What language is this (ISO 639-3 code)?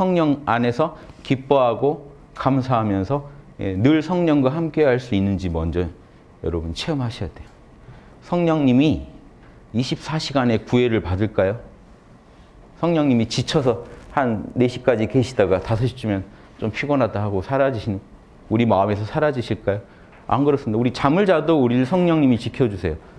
kor